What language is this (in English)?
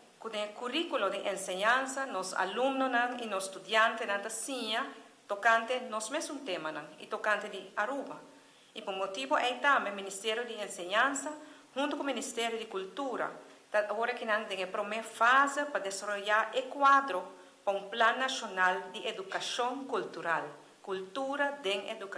Papiamento